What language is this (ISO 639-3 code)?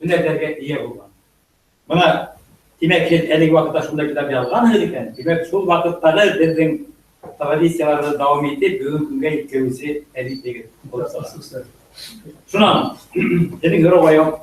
bak